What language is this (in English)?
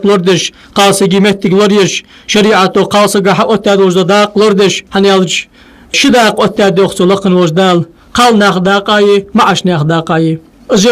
Ingush